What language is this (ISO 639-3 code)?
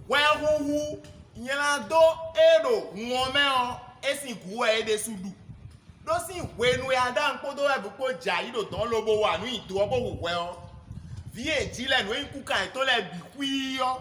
fon